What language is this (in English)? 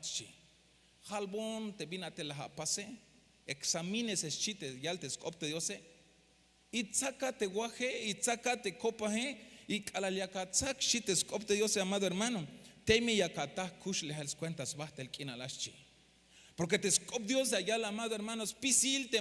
Tzeltal